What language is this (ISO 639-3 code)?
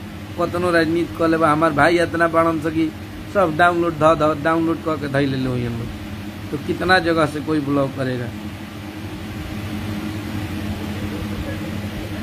bho